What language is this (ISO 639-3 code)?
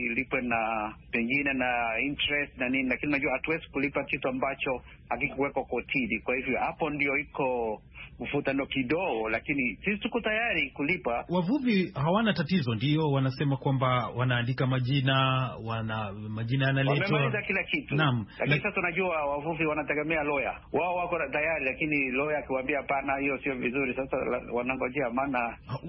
swa